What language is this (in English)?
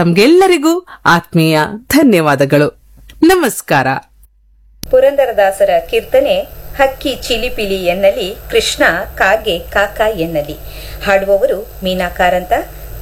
Kannada